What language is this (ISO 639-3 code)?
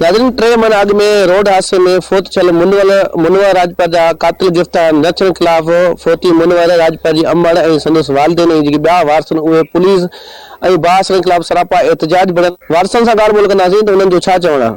snd